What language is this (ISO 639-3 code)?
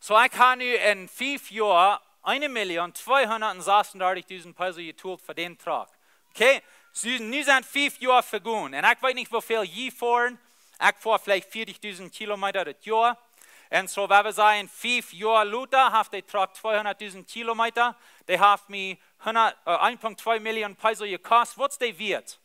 pdt